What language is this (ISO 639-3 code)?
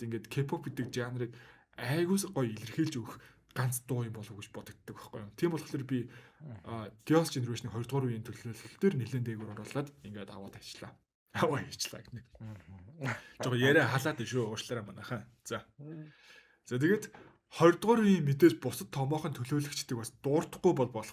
mon